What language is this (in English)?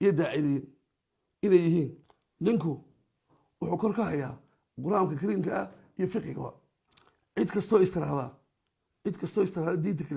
Somali